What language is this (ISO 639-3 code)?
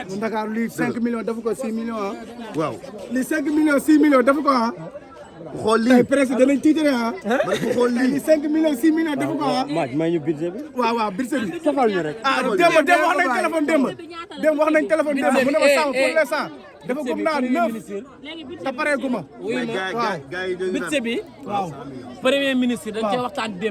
wol